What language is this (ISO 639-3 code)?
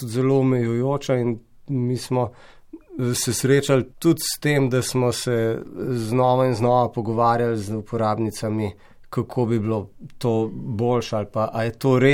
slv